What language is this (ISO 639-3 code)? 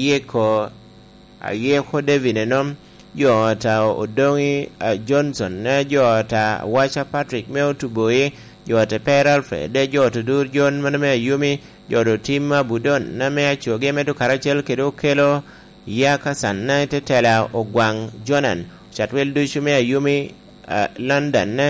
laj